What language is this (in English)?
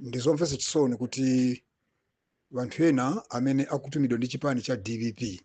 Nyanja